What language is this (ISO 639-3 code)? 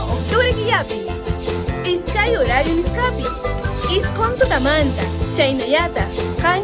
quy